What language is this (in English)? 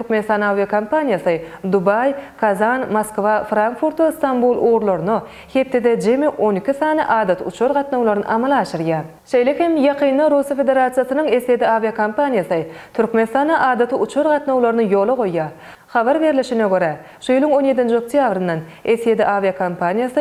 Turkmen